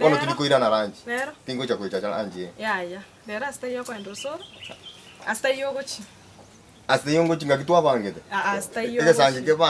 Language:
Gusii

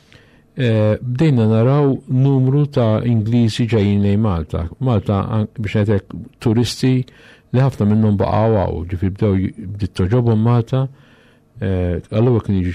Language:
Maltese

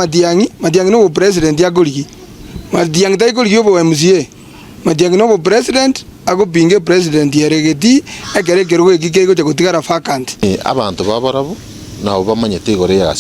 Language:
Gusii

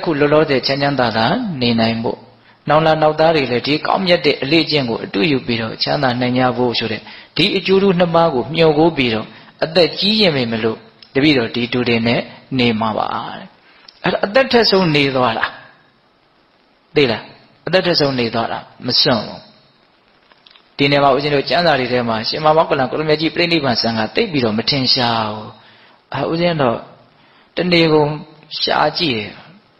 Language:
Burmese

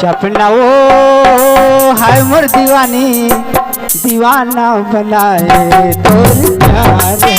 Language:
Chhattisgarhi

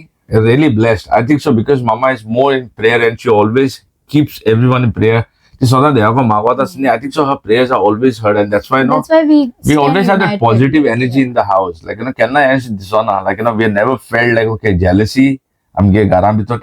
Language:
Konkani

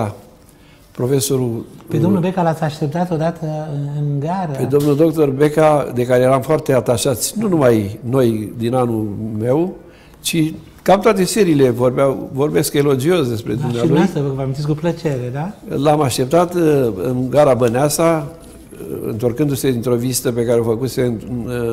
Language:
Romanian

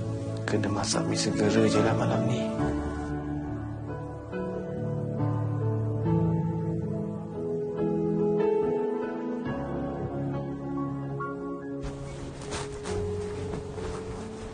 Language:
Malay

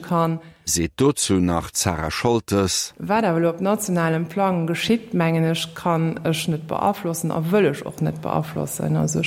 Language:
Luxembourgish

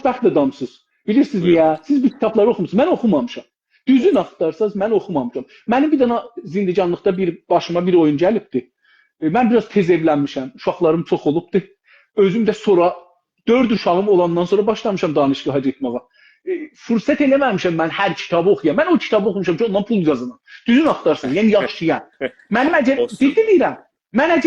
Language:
South Azerbaijani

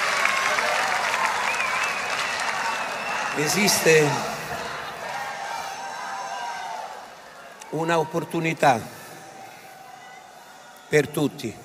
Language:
Italian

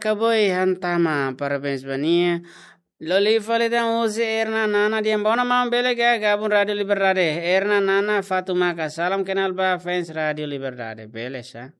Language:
Tetum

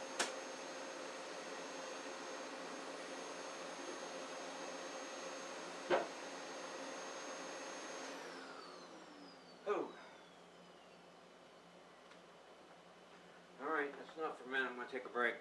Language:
English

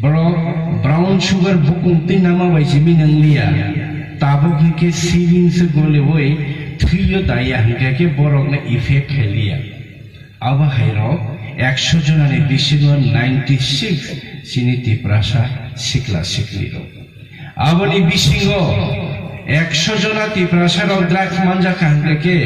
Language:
Kok Borok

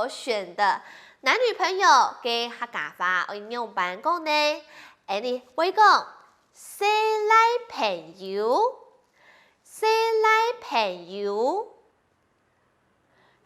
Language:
Hakka Chinese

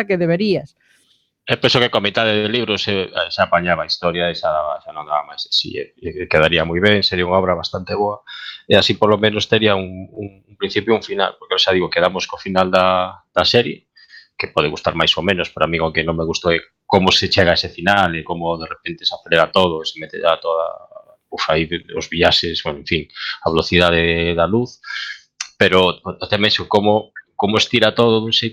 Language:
Galician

